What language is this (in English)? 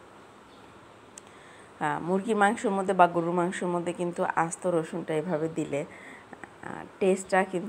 Bangla